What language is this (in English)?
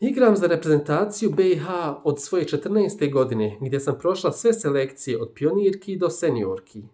Bosnian